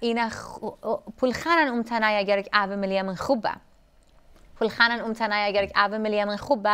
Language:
Assyrian Neo-Aramaic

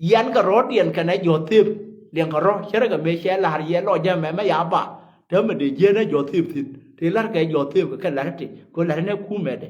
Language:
Nuer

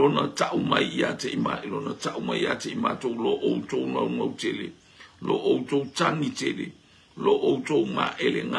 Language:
Samoan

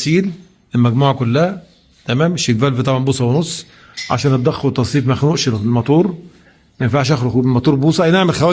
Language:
Egyptian Arabic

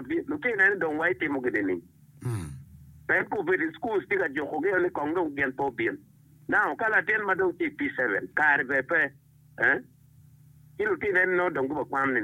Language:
Acoli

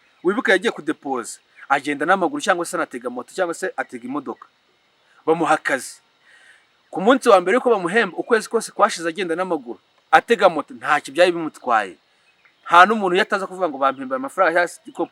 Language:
Kinyarwanda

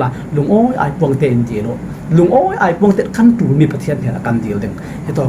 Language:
Falam Chin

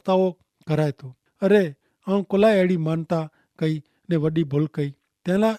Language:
Kachhi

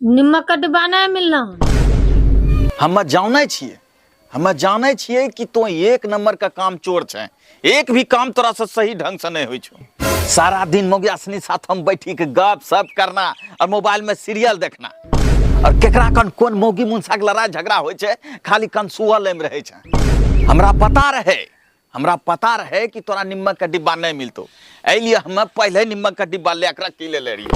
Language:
Angika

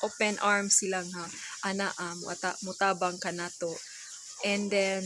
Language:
Cebuano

